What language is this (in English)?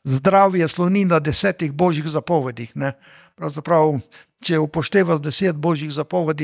Slovenian